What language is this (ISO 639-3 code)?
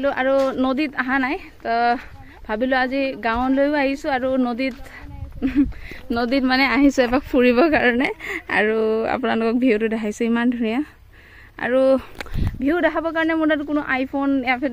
asm